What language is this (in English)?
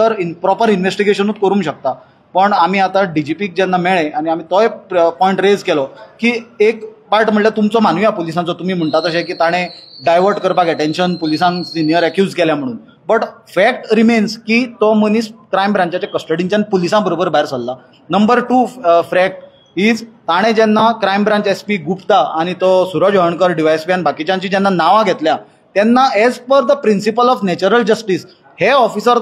Konkani